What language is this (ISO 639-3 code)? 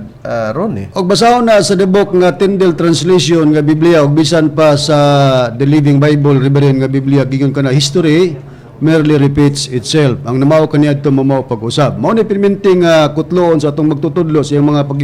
ceb